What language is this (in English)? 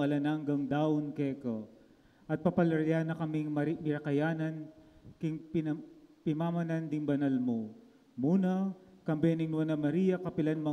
Pampanga